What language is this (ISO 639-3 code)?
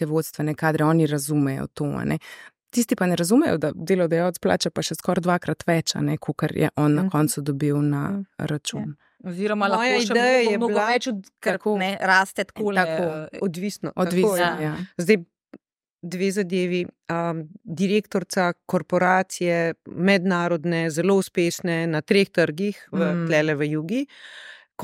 slv